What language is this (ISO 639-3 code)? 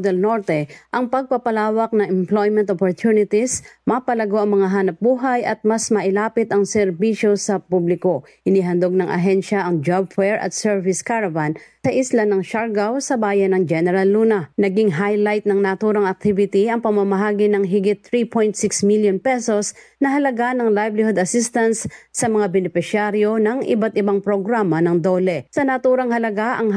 fil